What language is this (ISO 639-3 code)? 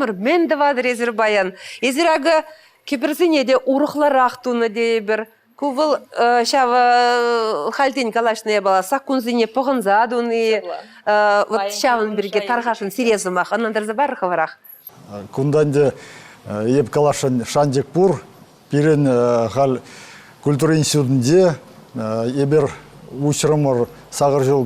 chv